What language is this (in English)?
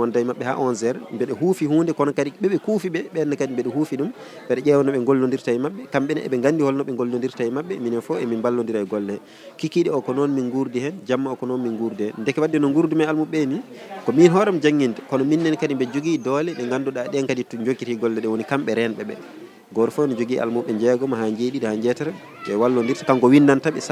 Fula